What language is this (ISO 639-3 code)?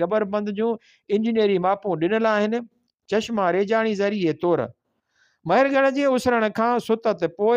snd